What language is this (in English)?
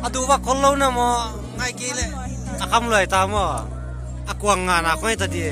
Paite Chin